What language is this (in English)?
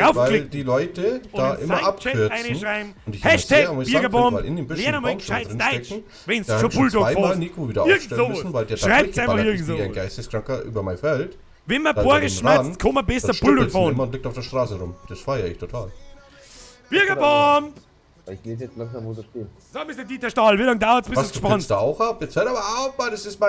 Bavarian